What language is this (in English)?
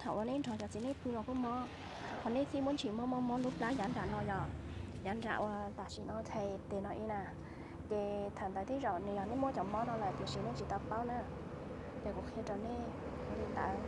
Hmong